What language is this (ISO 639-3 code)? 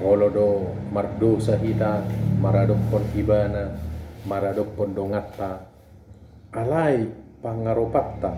bbc